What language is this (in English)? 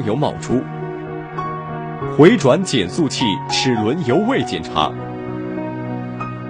Chinese